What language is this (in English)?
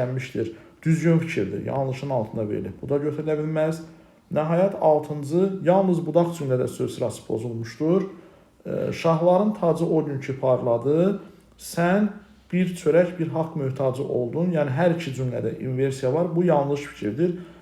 Azerbaijani